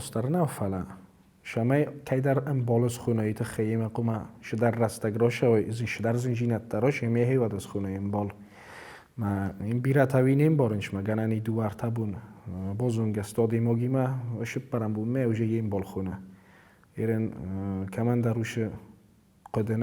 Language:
Ossetic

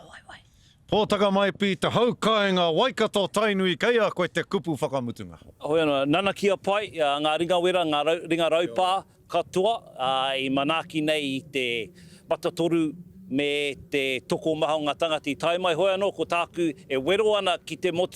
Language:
Māori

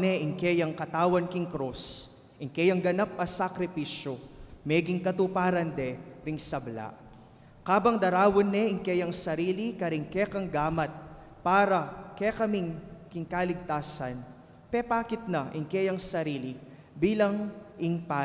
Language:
Pampanga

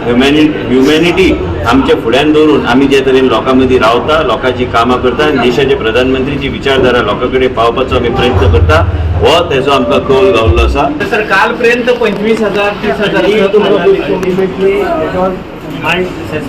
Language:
Konkani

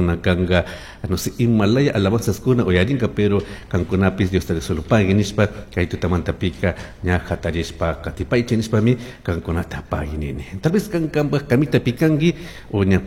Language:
Chimborazo Highland Quichua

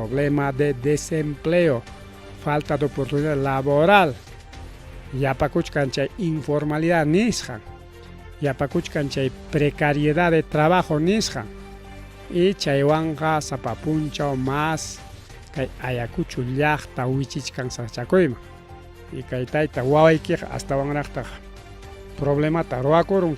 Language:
Ayacucho Quechua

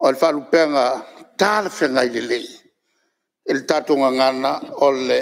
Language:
Samoan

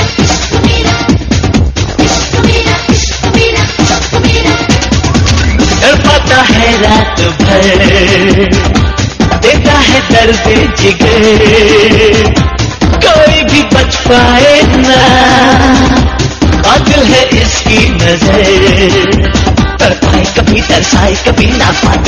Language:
Hindi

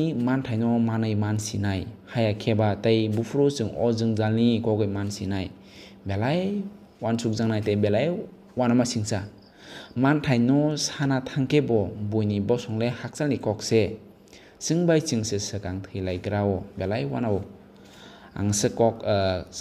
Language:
Kok Borok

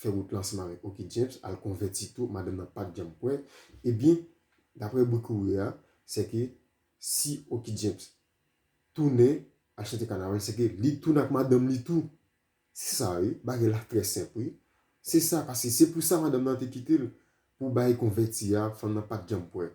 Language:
Haitian Creole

